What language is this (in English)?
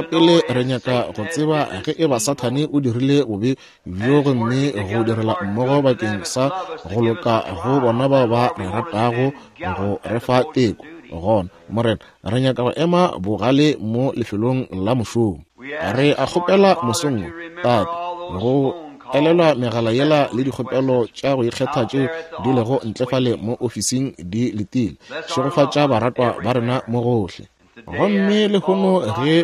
Northern Sotho